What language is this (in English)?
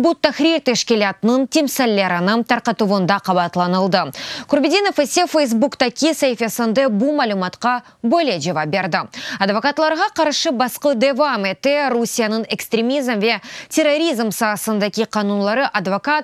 Crimean Tatar